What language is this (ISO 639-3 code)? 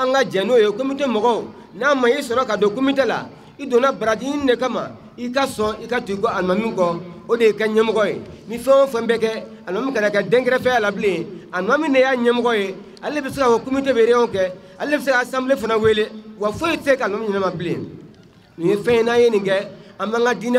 bam